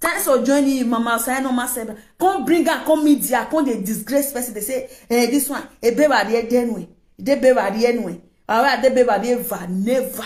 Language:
Nigerian Pidgin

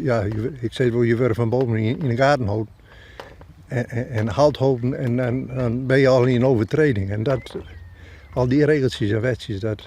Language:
Western Frisian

